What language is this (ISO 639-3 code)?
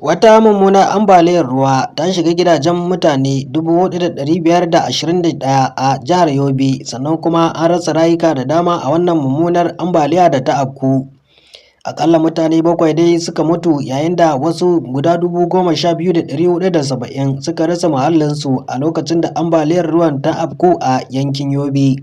hau